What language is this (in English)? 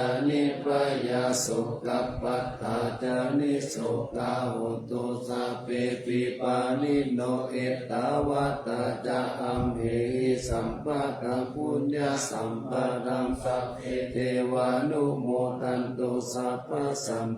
Pali